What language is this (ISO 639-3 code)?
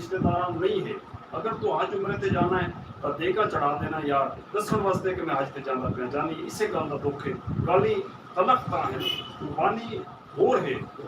skr